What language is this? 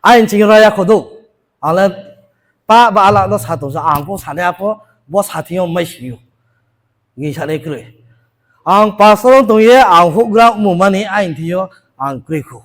Riang (India)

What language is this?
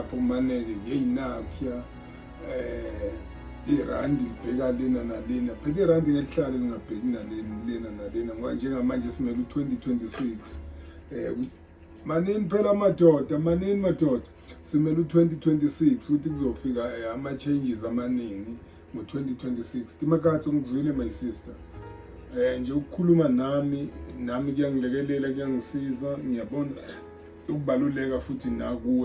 Zulu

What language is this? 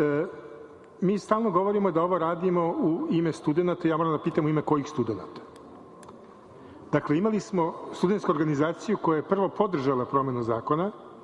Serbian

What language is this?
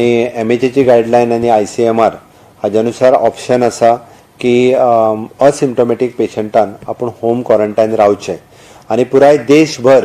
Konkani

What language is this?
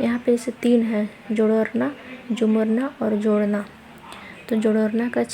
Kurukh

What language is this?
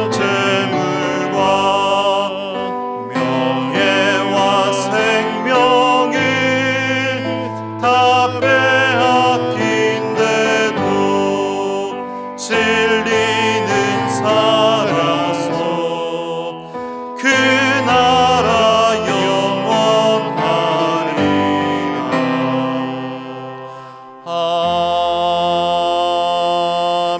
Korean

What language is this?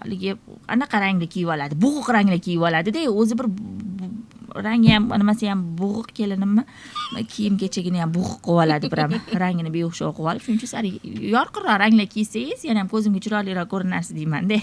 Uzbek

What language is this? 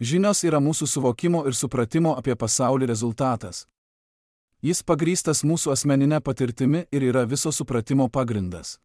Lithuanian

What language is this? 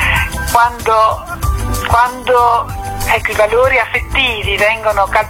Italian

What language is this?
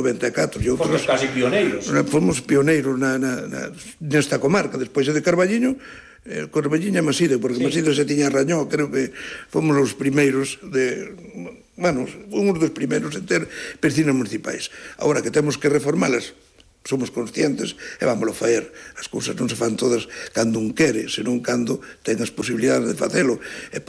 Galician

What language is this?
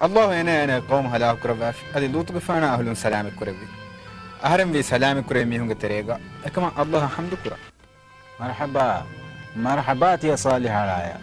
Divehi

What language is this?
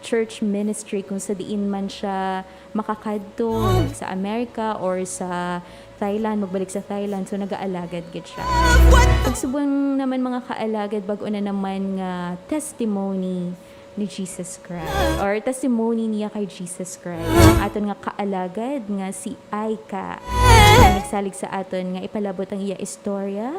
Hiligaynon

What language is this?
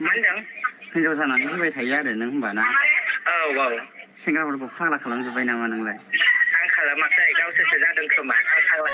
Bodo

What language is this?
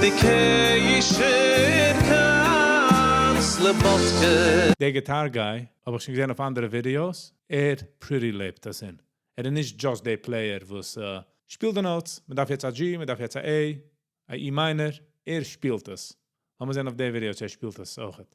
Yiddish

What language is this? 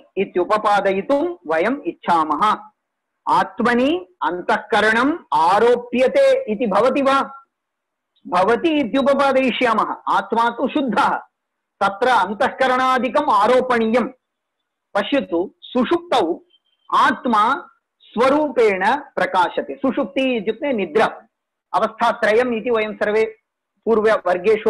Sanskrit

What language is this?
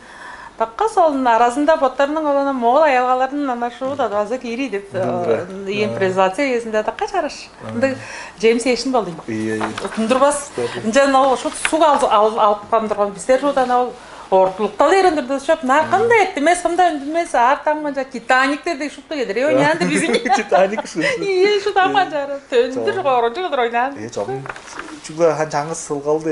Tuvinian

